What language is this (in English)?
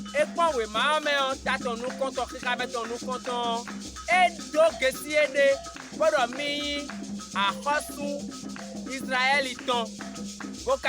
Fon